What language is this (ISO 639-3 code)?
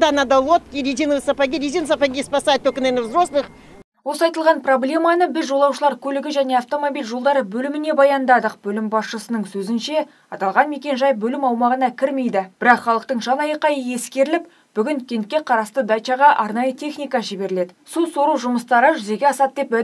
kaz